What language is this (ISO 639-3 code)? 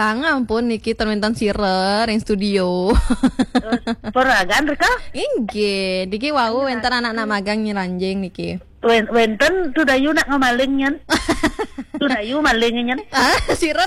ban